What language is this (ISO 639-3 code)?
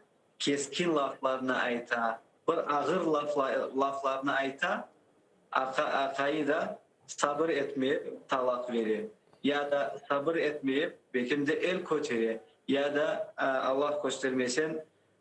crh